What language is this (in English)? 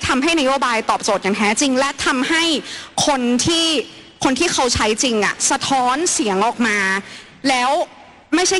Thai